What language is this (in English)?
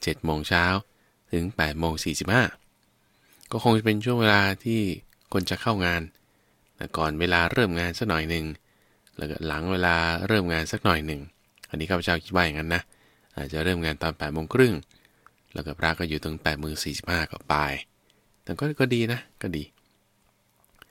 Thai